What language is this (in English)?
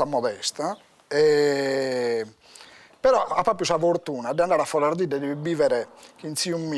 Sardinian